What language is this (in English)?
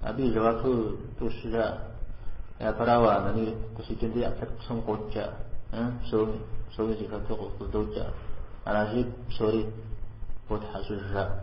Kabardian